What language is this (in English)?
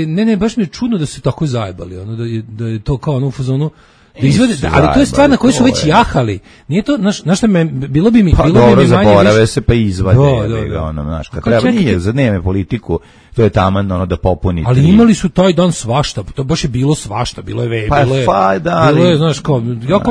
Serbian